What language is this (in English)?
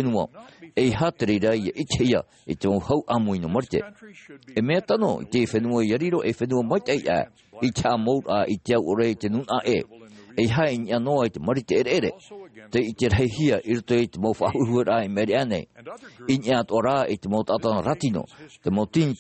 Tahitian